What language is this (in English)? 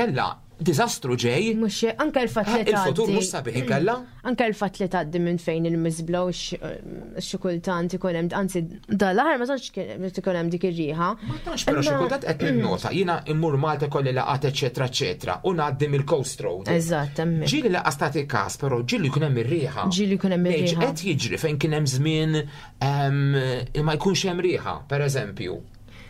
Maltese